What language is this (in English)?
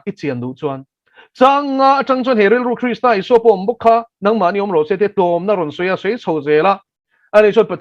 Mizo